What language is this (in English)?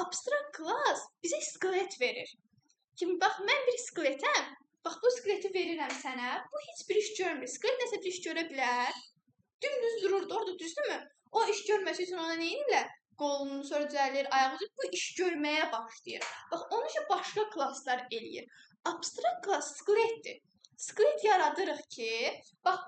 Azerbaijani